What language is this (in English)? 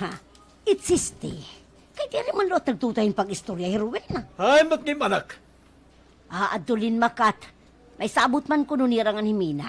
Waray